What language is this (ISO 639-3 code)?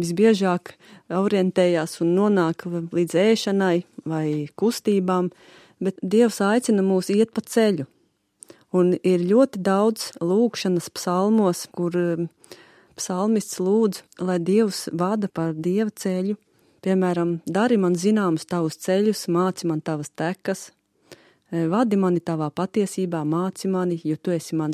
lav